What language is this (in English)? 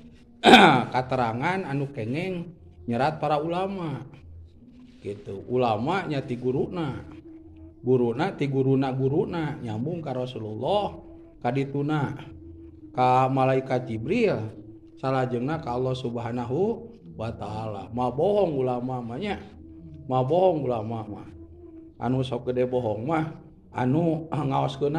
Sundanese